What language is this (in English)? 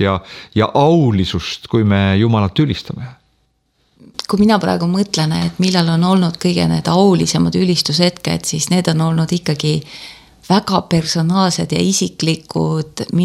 Estonian